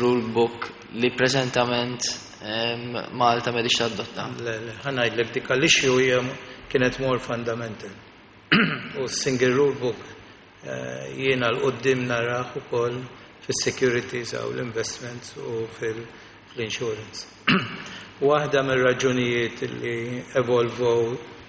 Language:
Maltese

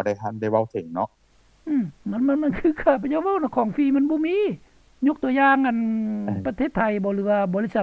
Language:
Lao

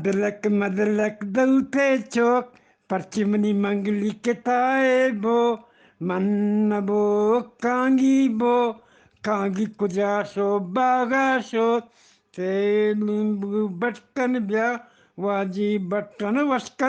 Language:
Eastern Balochi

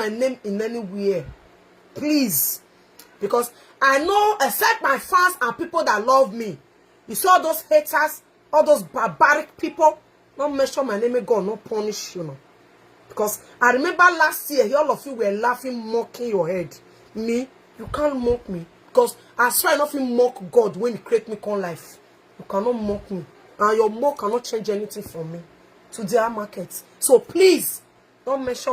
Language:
Nigerian Pidgin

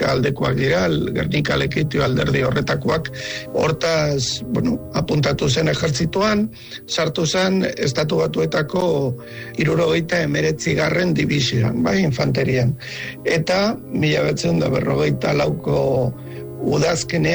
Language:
Basque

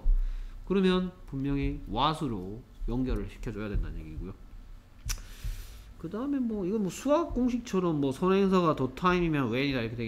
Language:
Korean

